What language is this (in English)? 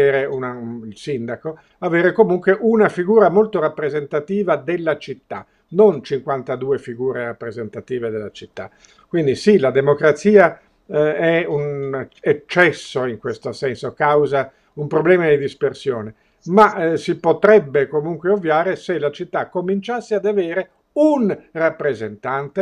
Italian